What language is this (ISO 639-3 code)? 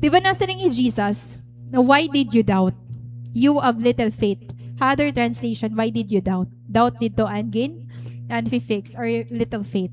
war